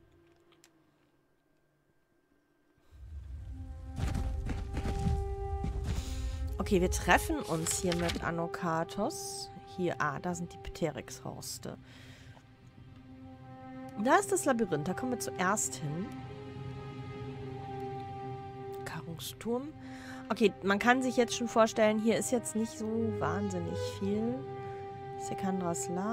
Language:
German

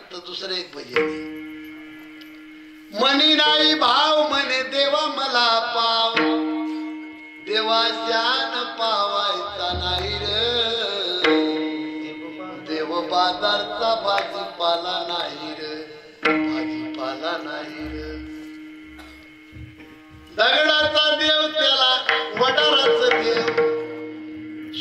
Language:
Marathi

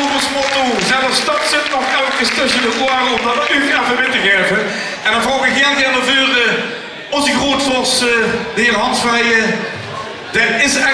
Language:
Limburgish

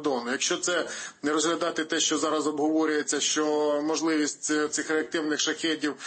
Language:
Ukrainian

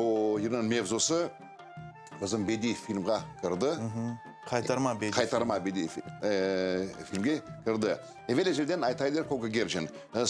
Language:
Crimean Tatar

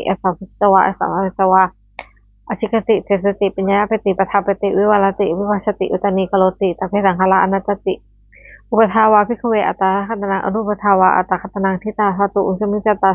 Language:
Pali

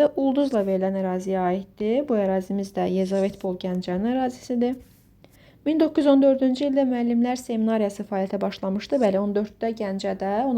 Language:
Azerbaijani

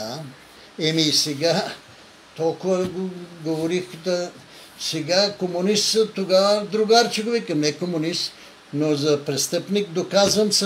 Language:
Bulgarian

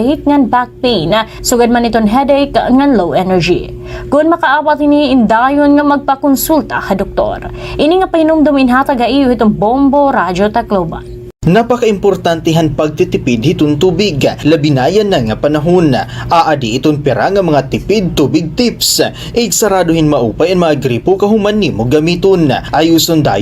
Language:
Waray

